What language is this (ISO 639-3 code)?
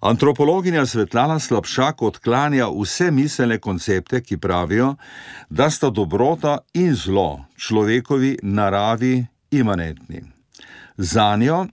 slv